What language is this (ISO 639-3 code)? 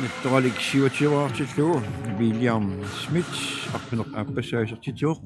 kal